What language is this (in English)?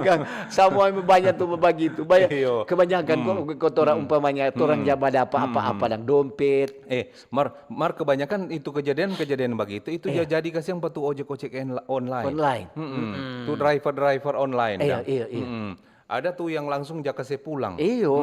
Manado Malay